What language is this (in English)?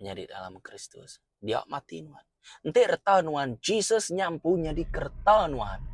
Iban